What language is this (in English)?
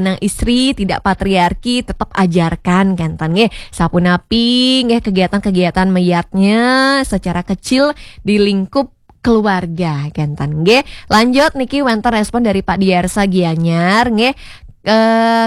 Balinese